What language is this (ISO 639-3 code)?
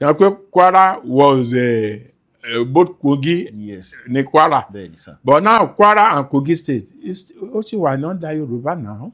yor